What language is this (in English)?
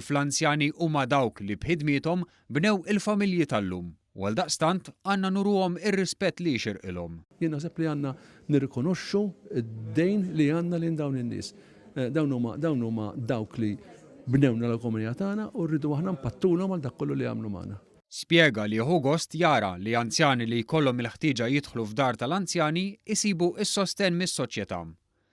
Maltese